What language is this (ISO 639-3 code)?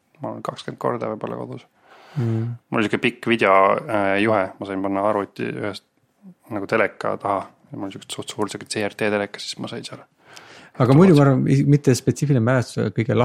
est